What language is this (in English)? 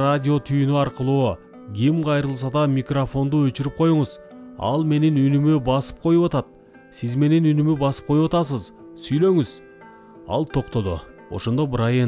Kyrgyz